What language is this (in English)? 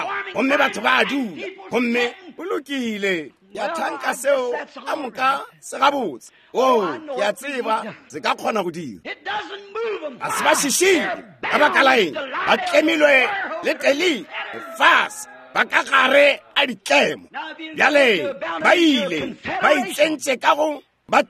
Northern Sotho